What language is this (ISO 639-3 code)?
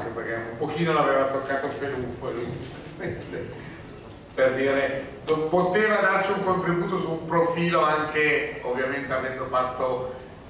ita